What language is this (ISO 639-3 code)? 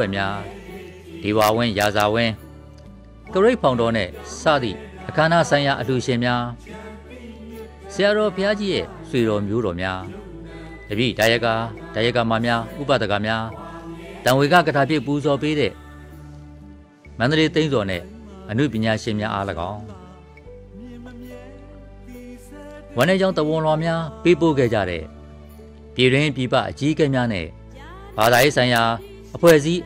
mya